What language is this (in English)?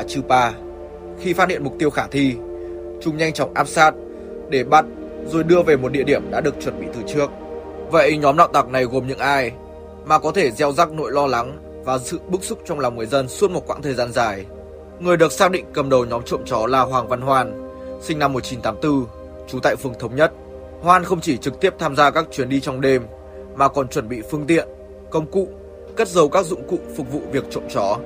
Vietnamese